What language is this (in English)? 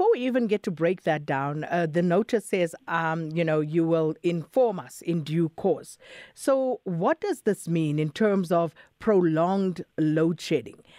English